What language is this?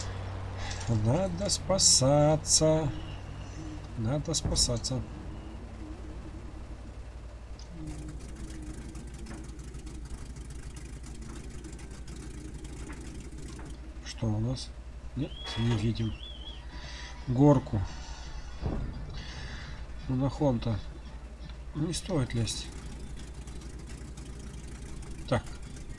Russian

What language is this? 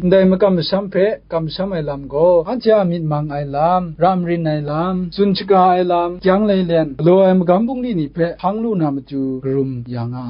Kachin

